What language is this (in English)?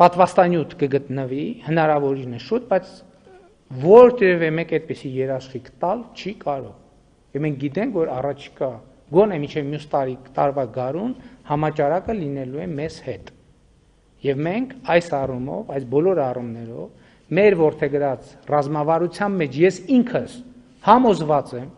Armenian